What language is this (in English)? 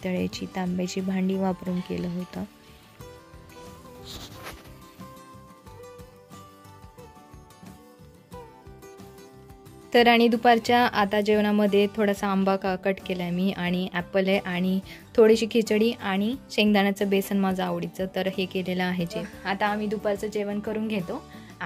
Marathi